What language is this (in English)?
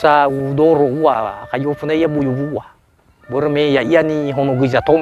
Nias